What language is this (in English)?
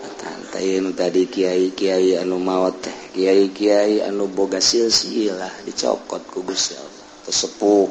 Sundanese